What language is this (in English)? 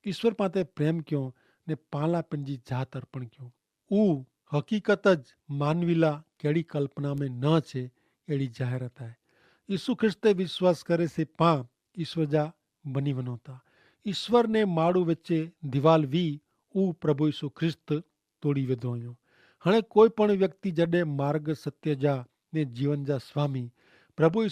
Kachhi